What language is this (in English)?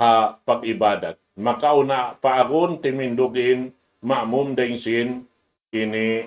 Tausug